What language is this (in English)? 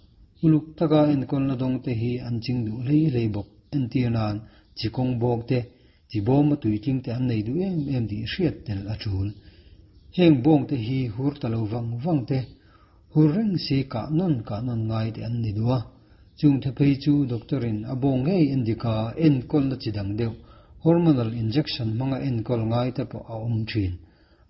Mizo